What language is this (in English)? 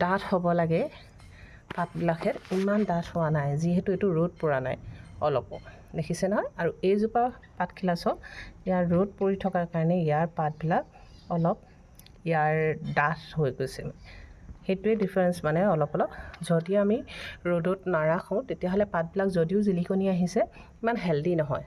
Assamese